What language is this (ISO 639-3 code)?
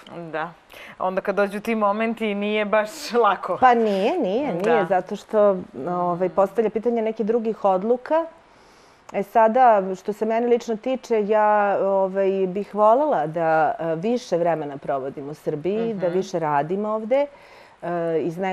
srp